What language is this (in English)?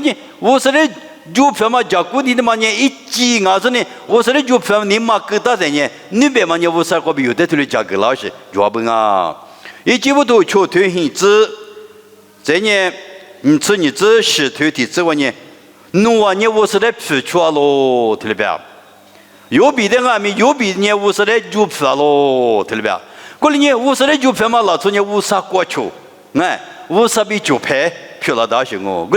Lisu